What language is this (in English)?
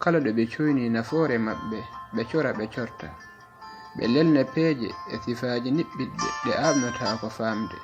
Fula